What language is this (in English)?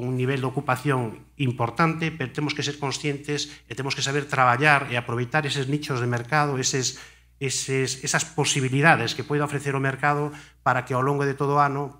Galician